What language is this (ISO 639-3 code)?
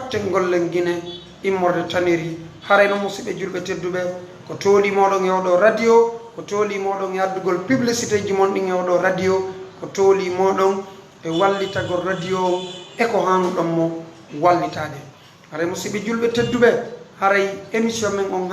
ful